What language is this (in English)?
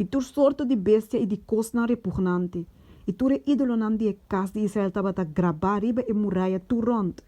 Papiamento